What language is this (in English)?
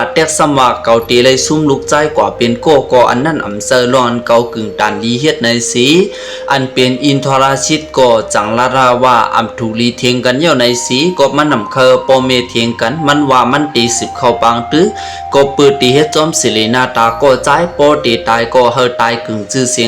Shan